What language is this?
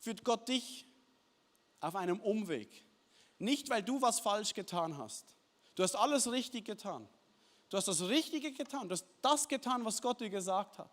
Swiss German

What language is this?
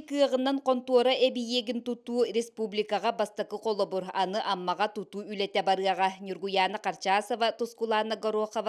Yakut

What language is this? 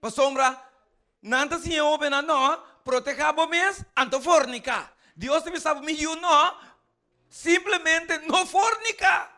Papiamento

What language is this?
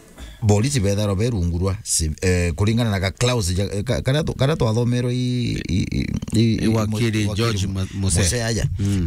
Meru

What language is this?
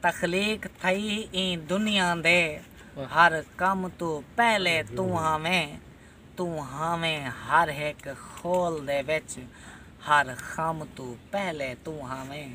Saraiki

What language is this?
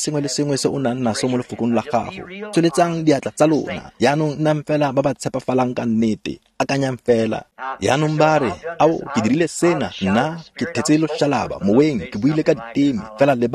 Tswana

